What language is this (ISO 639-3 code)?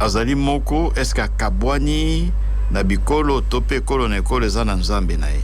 lin